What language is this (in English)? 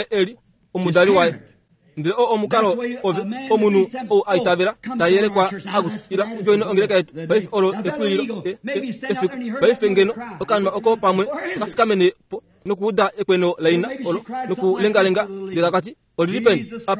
Kuanyama